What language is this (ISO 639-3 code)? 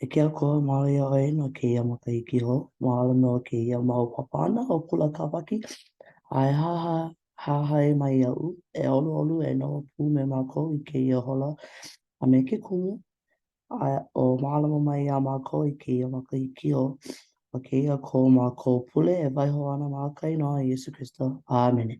haw